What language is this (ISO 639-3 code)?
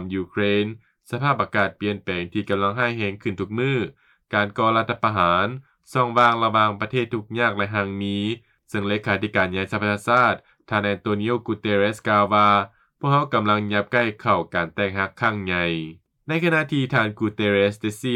lao